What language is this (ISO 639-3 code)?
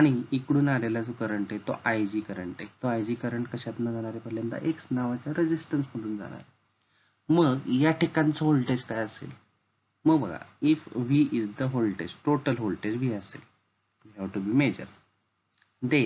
mar